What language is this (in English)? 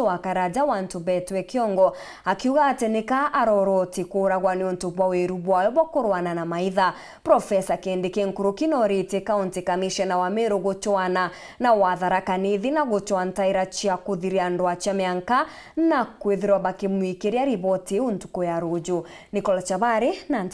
Meru